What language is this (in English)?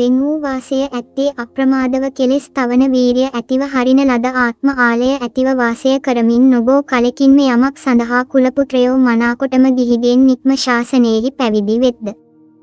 Sinhala